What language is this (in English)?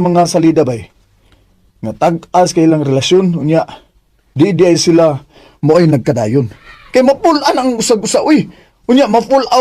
Cebuano